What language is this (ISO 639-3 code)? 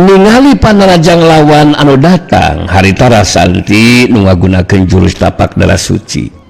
sun